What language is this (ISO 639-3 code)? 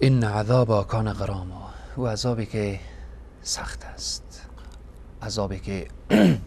fas